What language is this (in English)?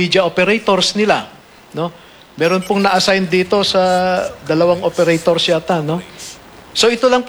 Filipino